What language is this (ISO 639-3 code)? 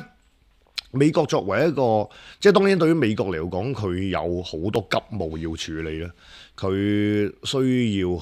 yue